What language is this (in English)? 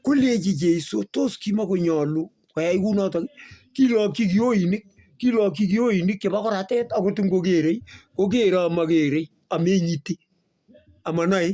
Kalenjin